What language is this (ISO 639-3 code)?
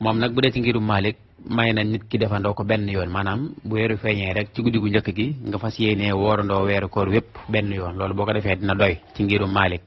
wol